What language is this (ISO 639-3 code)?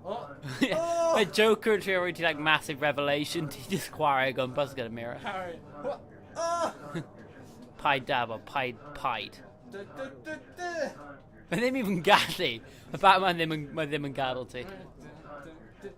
cym